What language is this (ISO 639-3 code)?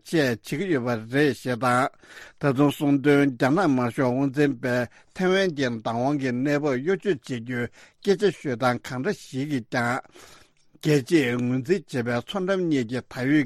bod